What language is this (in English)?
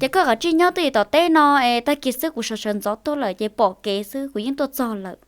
Hmong